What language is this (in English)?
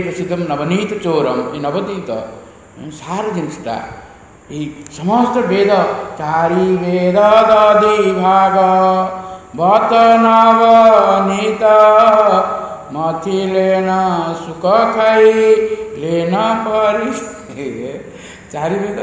Odia